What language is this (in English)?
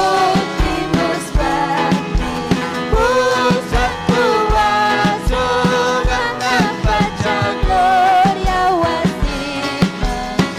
Ayacucho Quechua